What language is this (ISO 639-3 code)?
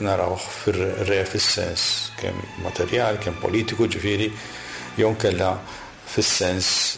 mlt